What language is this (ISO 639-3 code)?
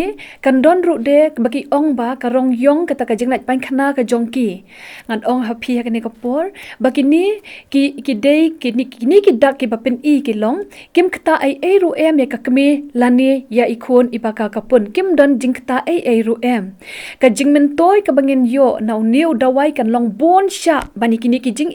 kha